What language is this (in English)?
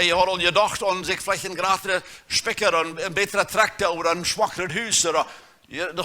Plautdietsch